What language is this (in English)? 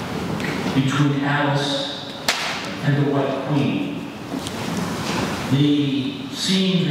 English